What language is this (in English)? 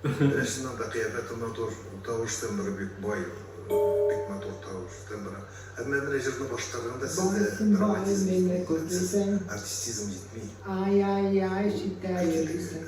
Tatar